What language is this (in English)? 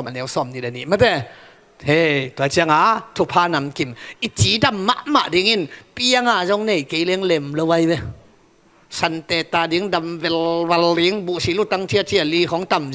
Tedim Chin